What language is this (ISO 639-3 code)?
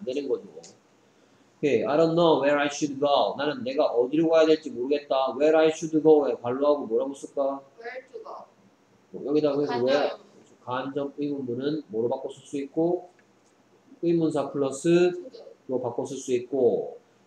kor